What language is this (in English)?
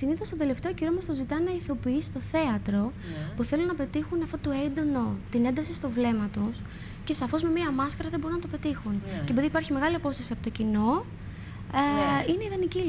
Greek